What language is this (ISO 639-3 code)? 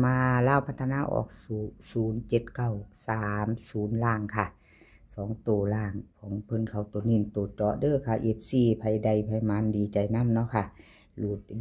tts